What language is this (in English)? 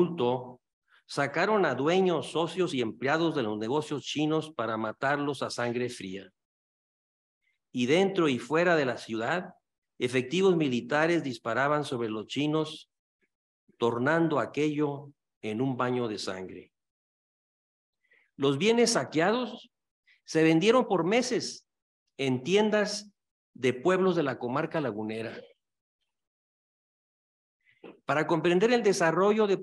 Spanish